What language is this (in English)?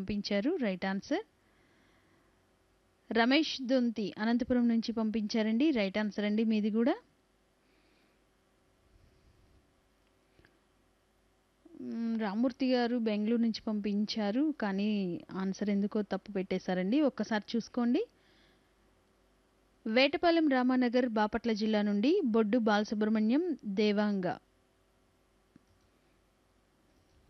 Telugu